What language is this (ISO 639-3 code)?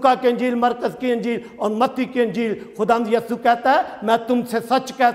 urd